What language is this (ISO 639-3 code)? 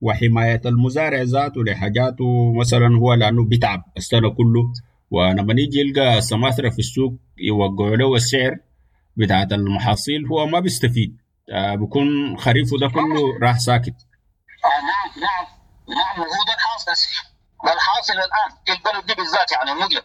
apd